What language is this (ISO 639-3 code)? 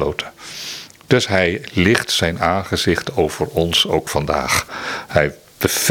nld